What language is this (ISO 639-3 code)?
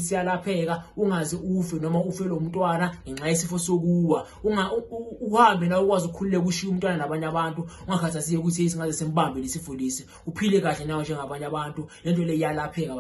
zul